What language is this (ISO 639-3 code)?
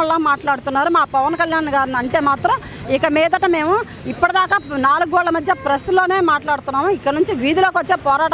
tel